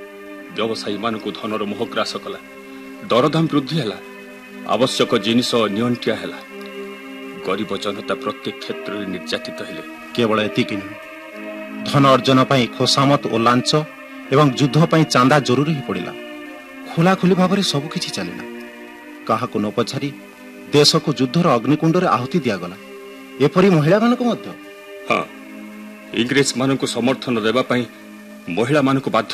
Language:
Odia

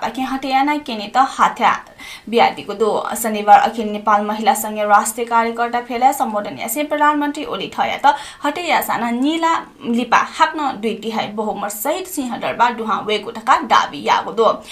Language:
Newari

